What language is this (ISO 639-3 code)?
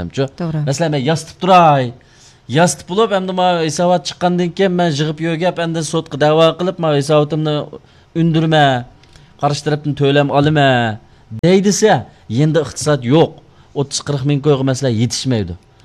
uig